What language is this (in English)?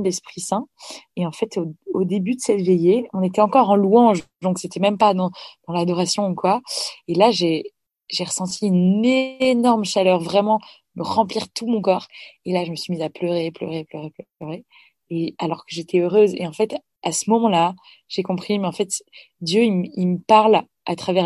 French